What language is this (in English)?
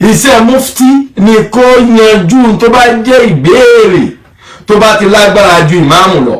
Yoruba